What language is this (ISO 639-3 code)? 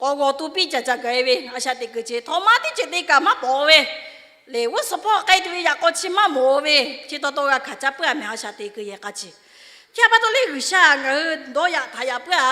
lhu